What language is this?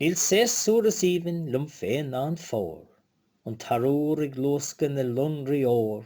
Irish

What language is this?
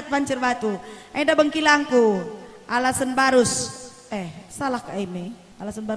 Batak Karo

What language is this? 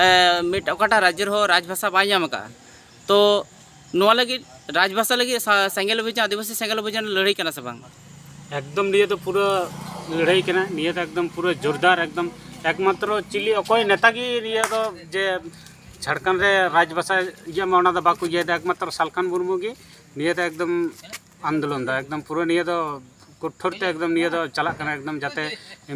Santali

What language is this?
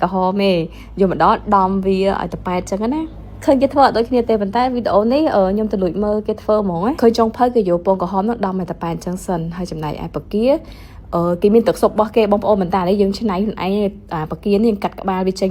Khmer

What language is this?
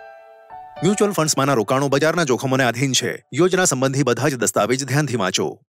Gujarati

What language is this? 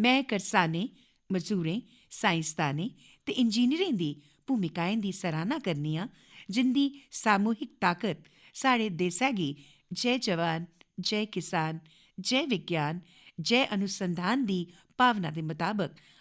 Dogri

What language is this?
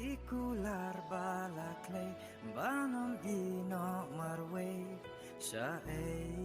Khasi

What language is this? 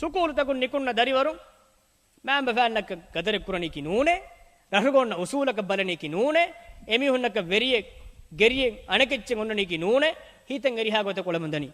Divehi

